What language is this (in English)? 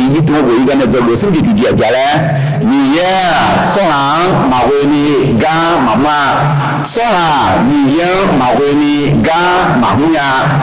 Akha